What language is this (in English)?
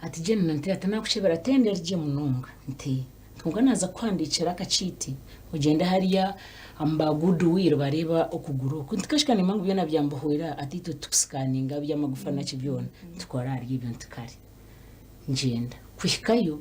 Nyankole